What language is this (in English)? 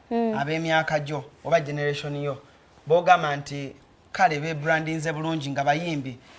Ganda